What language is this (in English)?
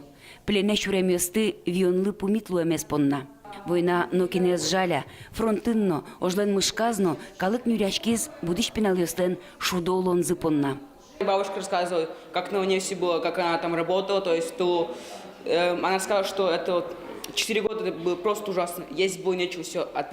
Udmurt